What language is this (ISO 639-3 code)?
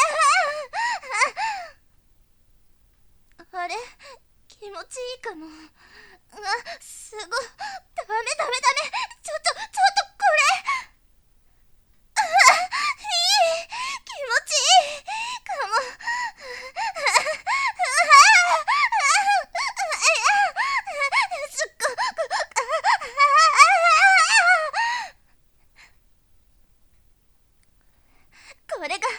jpn